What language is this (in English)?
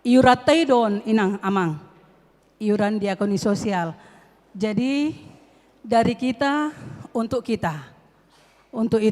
Batak Toba